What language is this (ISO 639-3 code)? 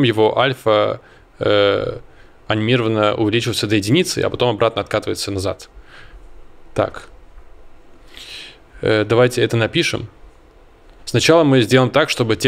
rus